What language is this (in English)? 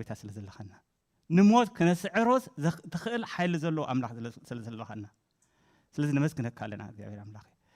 Tigrinya